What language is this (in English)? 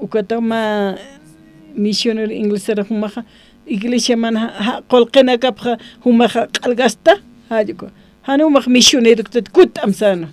Aymara